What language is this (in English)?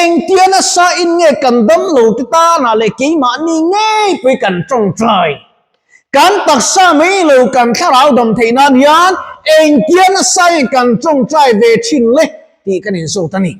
Mizo